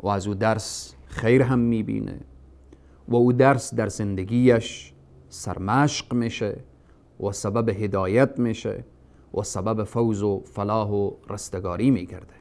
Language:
Persian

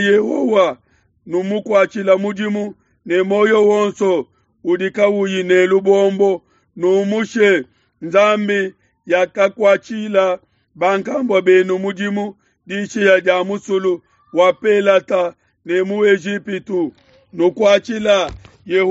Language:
Luba-Lulua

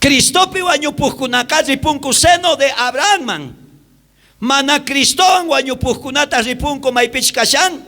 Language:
South Bolivian Quechua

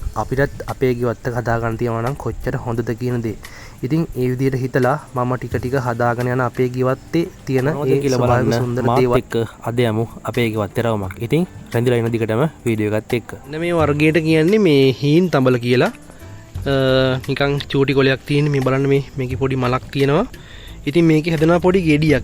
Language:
Sinhala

